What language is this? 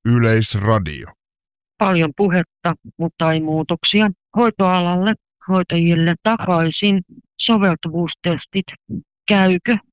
Finnish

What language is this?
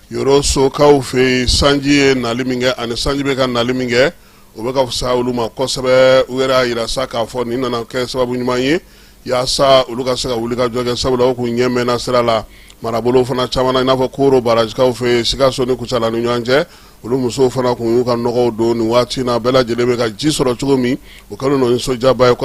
Bambara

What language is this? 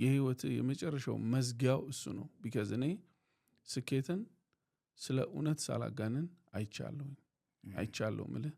Amharic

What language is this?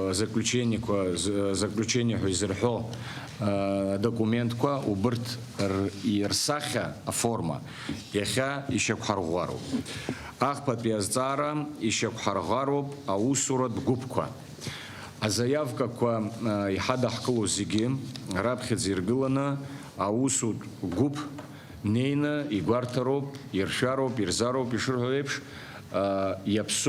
Abkhazian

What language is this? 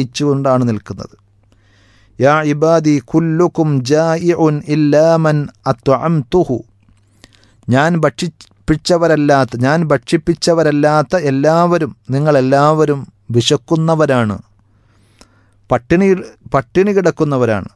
Malayalam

